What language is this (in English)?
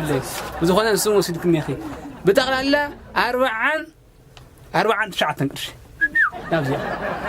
Tigrinya